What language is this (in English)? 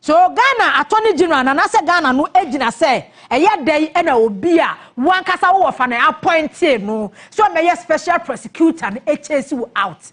Akan